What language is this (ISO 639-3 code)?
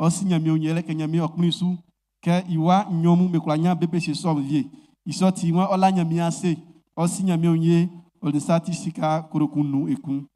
bci